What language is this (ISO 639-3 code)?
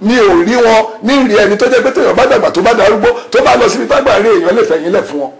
yor